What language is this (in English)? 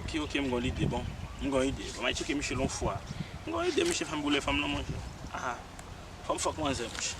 Haitian Creole